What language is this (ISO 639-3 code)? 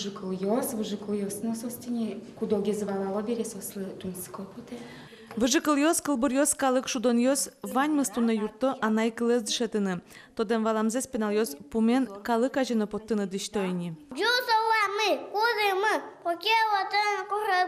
udm